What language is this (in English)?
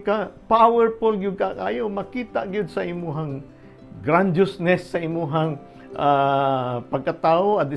Cebuano